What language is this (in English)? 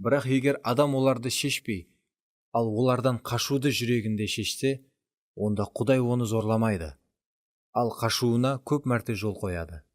Kara-Kalpak